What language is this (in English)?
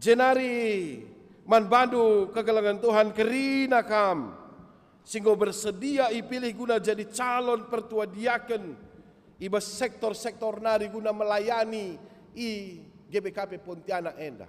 Batak Karo